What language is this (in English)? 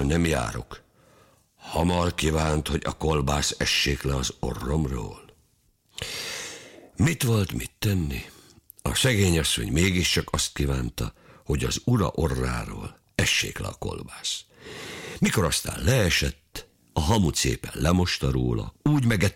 Hungarian